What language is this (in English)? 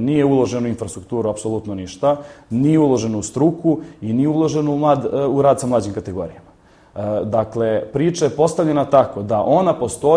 Serbian